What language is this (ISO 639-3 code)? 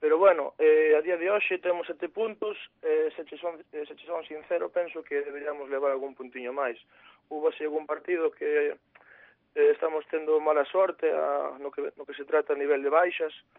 glg